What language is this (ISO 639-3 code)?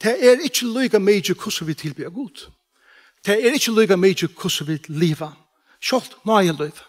fao